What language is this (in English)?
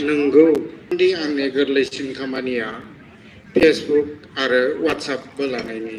Bodo